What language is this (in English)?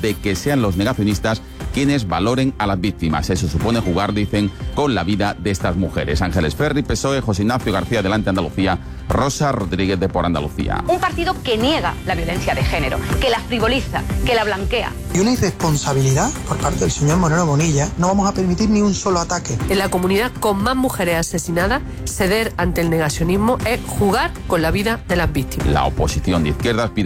Spanish